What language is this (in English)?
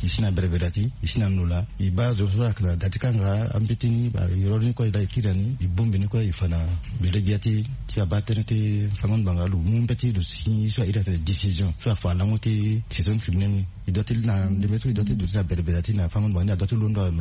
Sango